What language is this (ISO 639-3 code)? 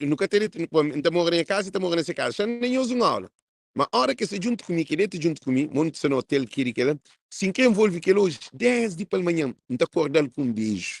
kea